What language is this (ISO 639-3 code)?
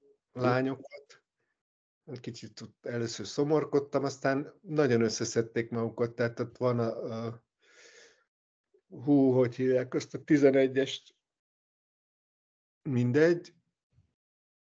hun